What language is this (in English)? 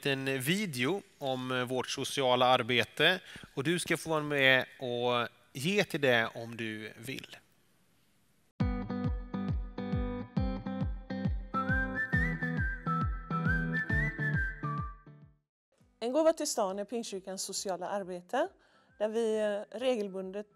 Swedish